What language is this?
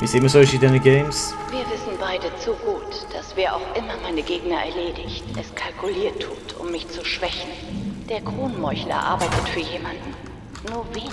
Swiss German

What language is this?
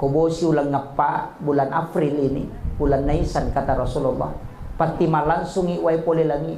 Buginese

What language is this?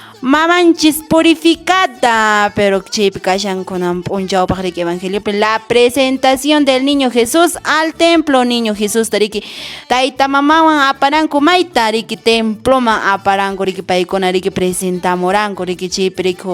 Quechua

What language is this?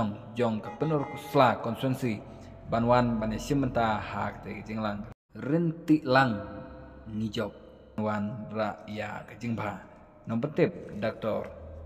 Khasi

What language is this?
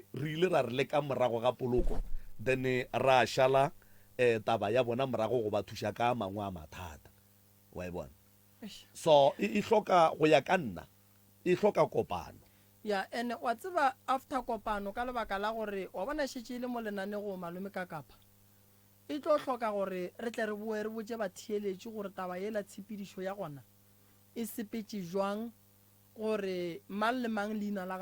Northern Sotho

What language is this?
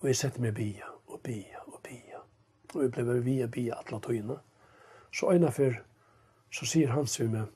Faroese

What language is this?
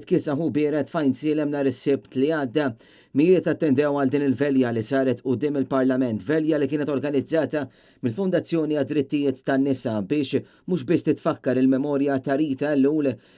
Maltese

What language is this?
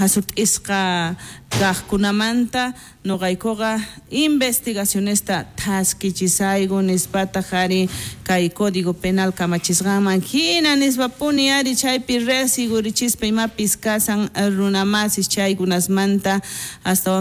South Bolivian Quechua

